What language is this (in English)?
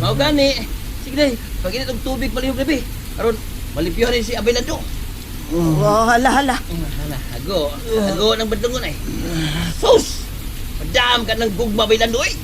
Cebuano